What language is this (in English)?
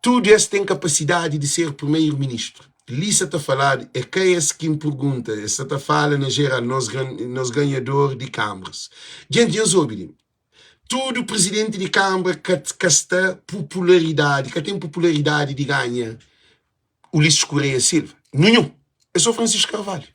Kabuverdianu